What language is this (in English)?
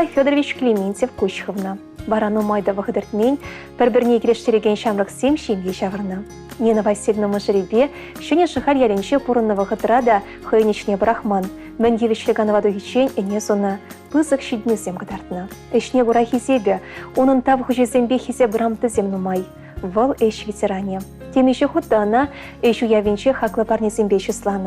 Chuvash